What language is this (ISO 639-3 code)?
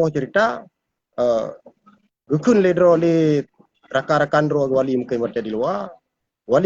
ace